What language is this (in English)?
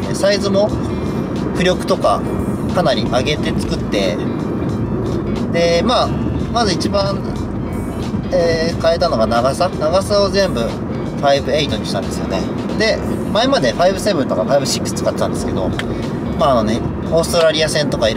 Japanese